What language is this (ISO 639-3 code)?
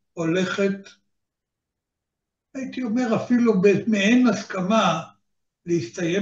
heb